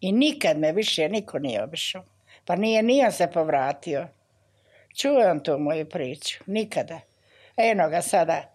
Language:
Bosnian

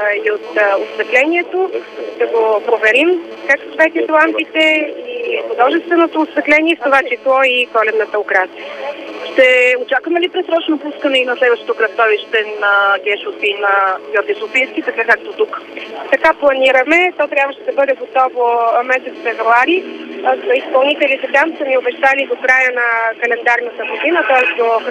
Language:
Bulgarian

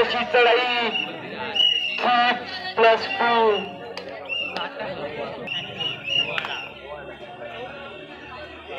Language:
Marathi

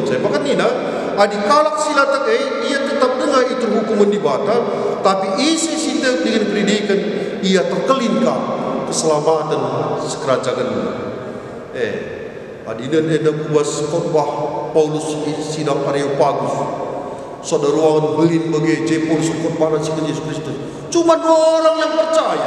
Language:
Batak Karo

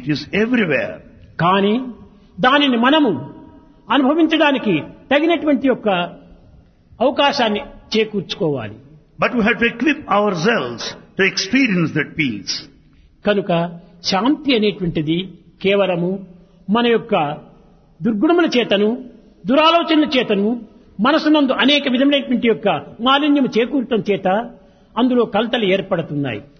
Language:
Telugu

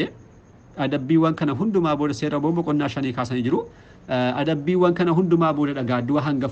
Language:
Oromo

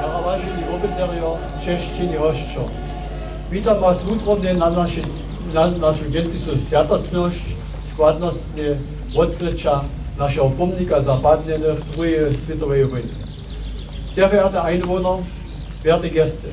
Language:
Upper Sorbian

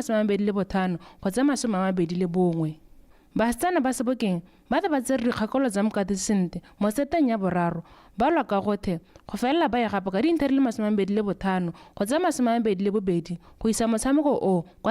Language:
Tswana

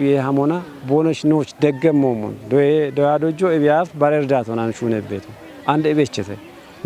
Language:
Kafa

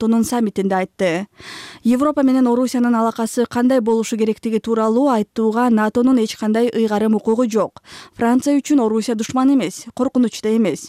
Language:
Kyrgyz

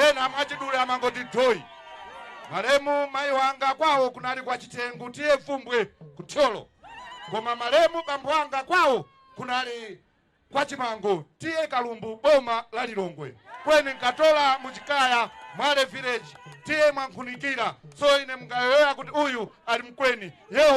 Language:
Nyanja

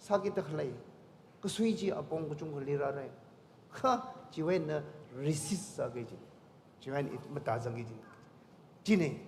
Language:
Tangkhul Naga (India)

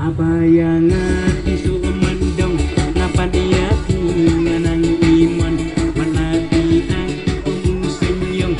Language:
Khasi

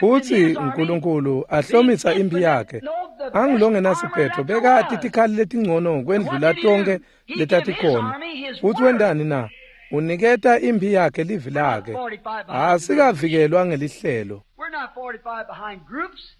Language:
Swati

